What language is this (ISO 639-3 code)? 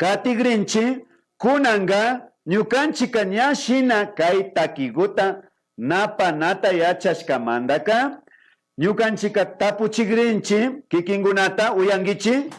qvi